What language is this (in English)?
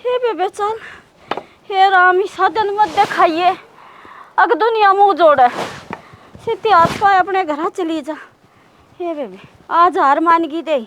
Haryanvi